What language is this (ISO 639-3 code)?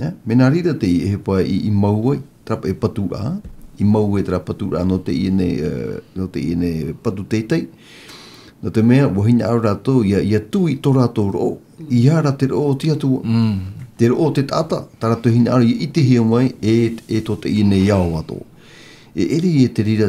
tah